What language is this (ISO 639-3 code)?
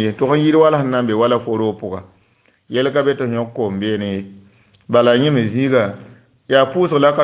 mos